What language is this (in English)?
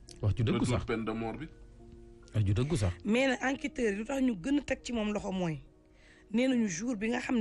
Wolof